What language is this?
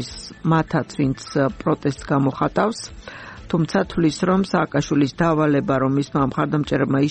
Georgian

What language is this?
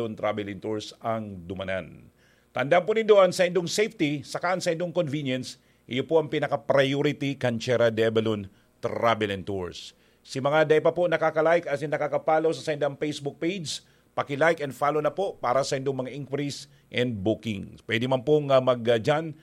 Bikol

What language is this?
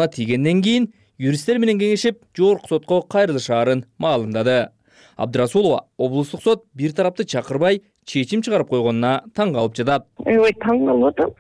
Kyrgyz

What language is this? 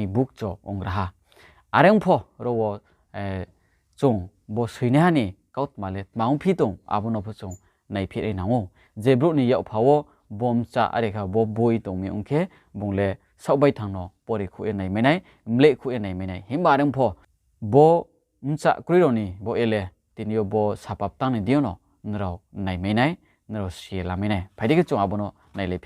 Riang (India)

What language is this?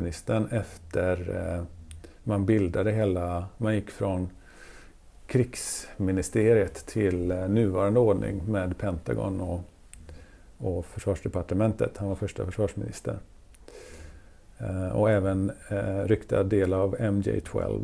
Swedish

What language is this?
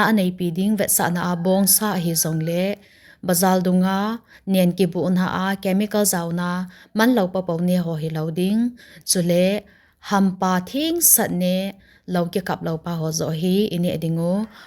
Thado Chin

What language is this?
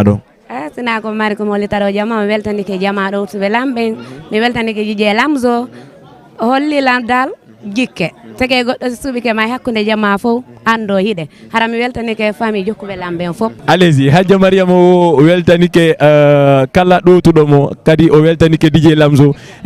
Fula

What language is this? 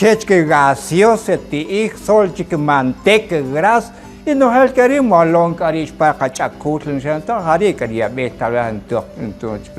Kaqchikel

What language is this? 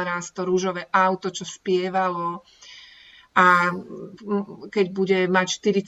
Slovak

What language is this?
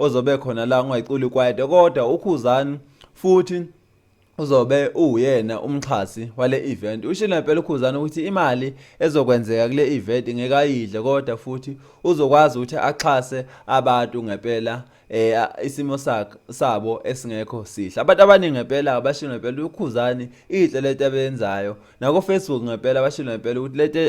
Zulu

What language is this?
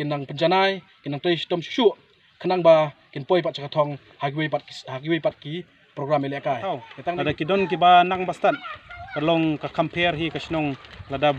Khasi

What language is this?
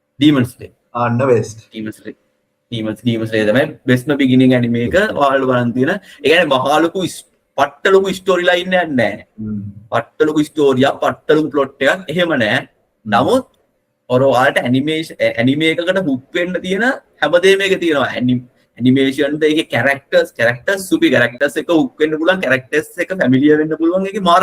Sinhala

